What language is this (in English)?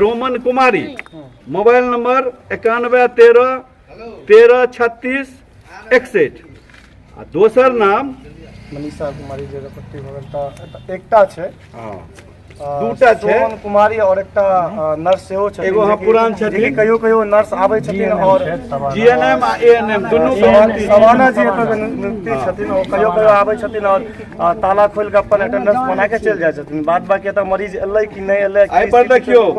Maithili